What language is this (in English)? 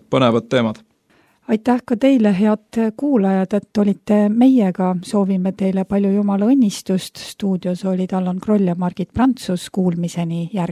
Estonian